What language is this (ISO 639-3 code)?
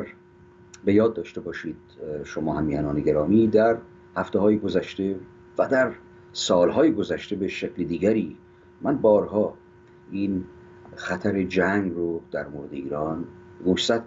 fas